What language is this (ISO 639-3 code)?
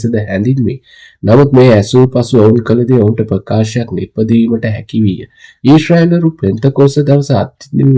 sin